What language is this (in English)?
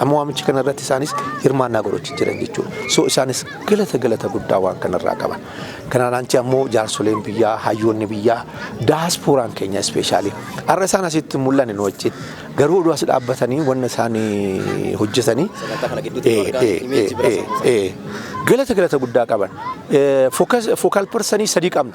Oromo